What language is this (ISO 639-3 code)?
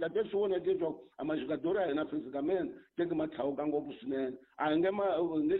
tso